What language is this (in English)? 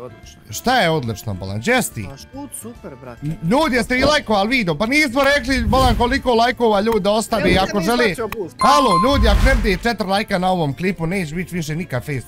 Bosnian